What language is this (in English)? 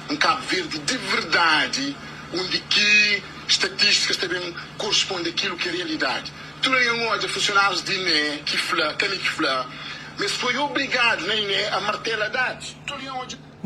Kabuverdianu